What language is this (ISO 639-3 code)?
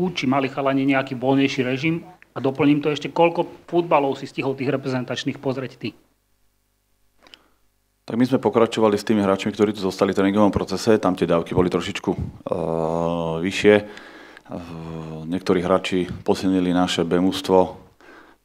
slk